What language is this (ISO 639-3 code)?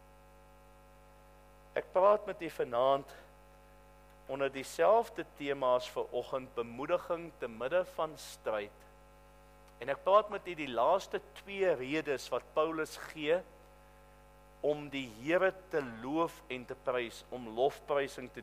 afr